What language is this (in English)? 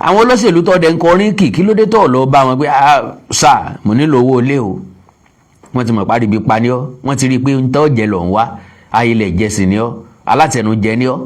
Yoruba